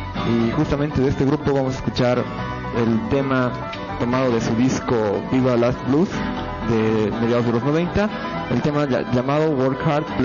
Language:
Spanish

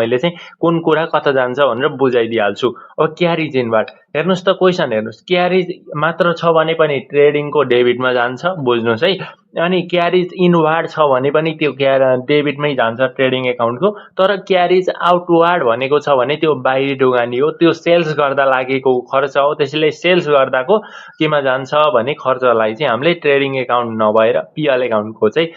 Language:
Nepali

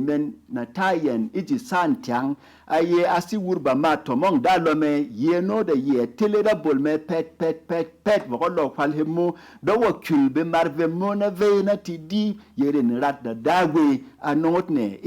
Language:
Berom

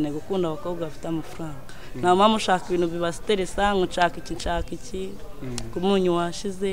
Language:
Kinyarwanda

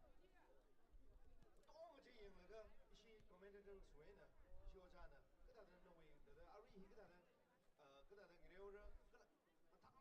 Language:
Tangkhul Naga (India)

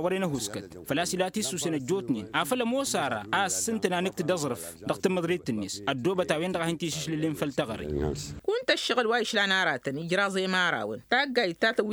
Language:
Tamasheq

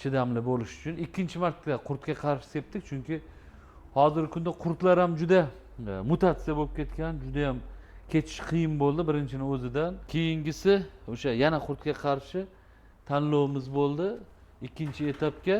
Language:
Uzbek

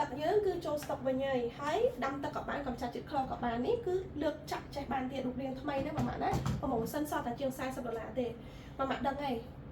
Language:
Khmer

